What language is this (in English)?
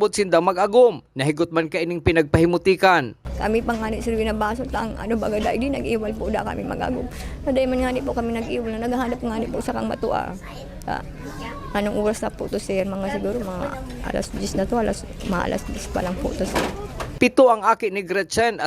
Bikol